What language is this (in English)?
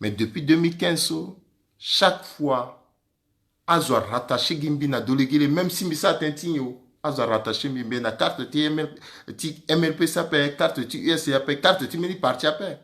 Sango